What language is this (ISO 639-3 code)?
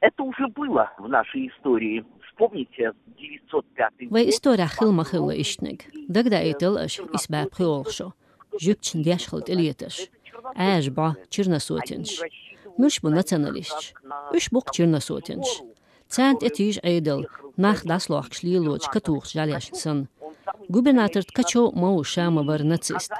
che